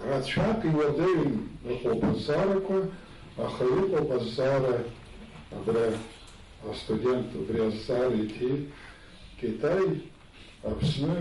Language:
Abkhazian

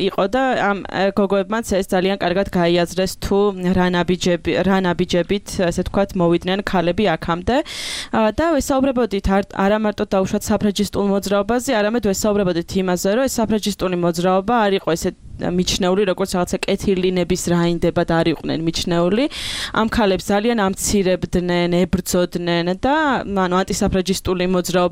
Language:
Georgian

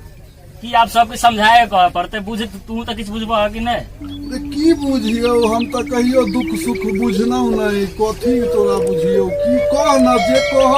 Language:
Maithili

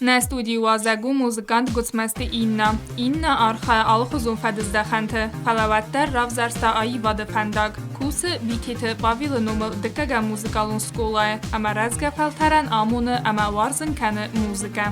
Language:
Ossetic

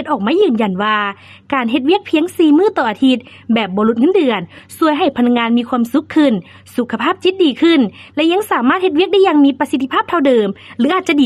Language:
Lao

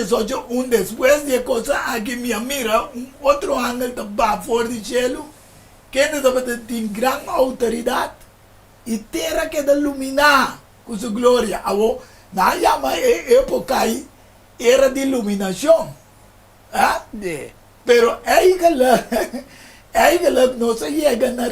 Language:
Papiamento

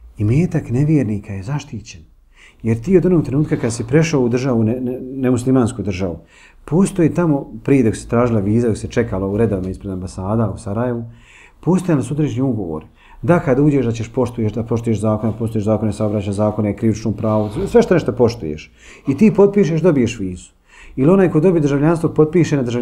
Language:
Bosnian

